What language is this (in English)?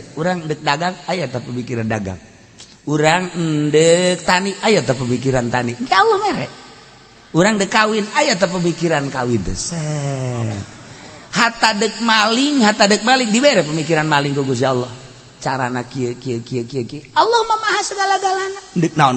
Sundanese